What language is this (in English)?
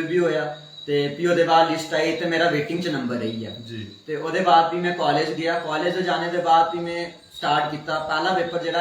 Dogri